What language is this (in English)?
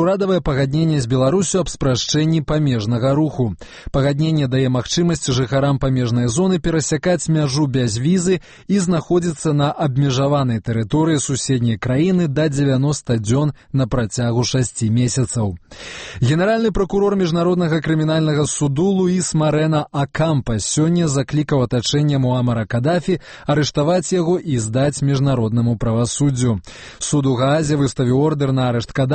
Belarusian